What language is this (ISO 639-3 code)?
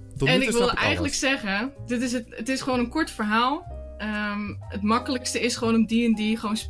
nld